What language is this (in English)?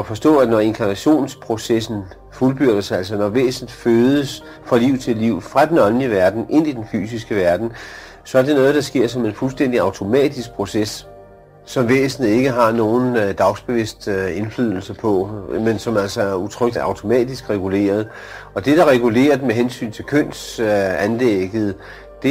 Danish